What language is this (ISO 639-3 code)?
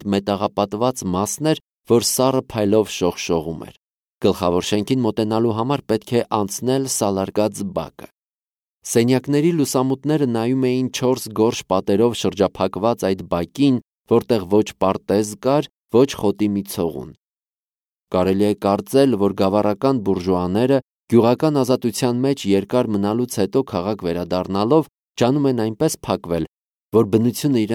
hye